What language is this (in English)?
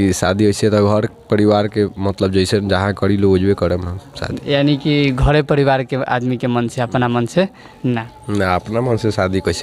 Bhojpuri